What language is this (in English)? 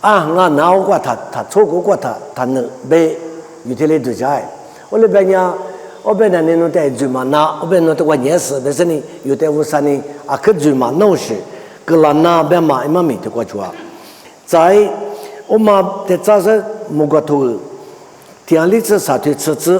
Lisu